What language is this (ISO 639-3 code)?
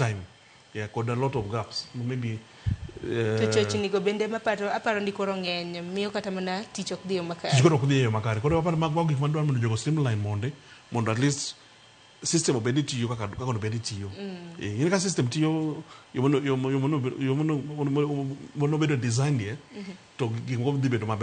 luo